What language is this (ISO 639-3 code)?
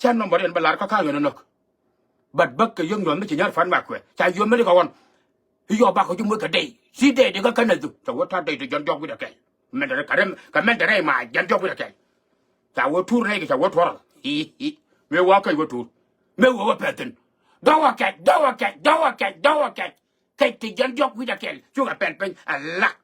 nus